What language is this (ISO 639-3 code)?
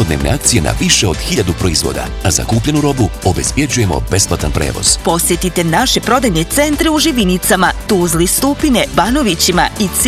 bos